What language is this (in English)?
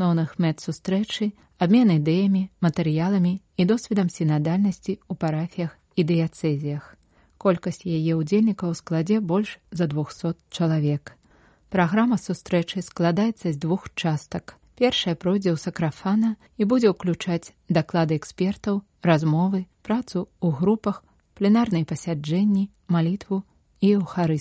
Belarusian